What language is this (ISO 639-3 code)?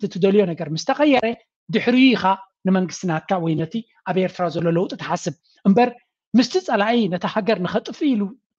tir